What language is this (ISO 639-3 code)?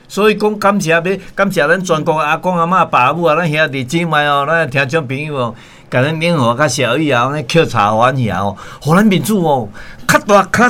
nan